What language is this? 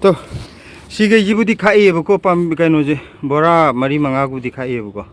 Manipuri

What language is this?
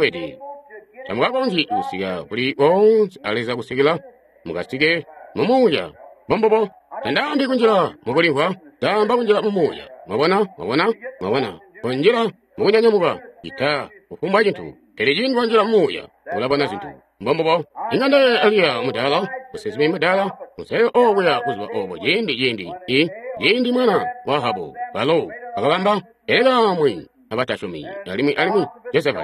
Tonga (Zambia)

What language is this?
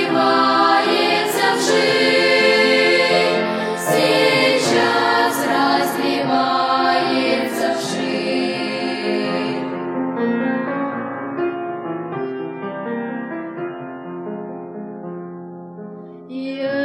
Russian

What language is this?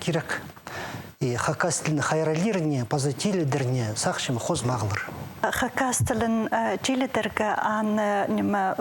Khakas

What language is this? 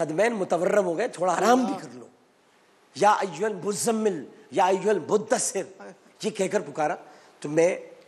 Urdu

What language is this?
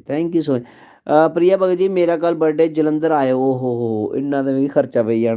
Dogri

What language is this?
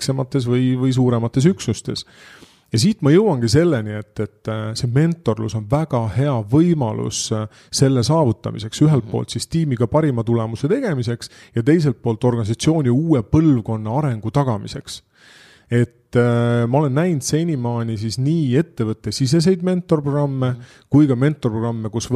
Estonian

